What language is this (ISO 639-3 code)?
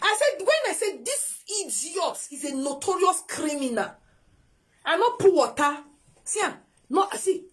pcm